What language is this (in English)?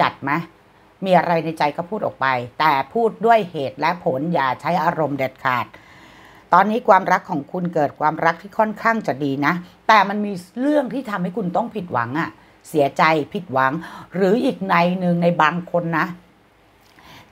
Thai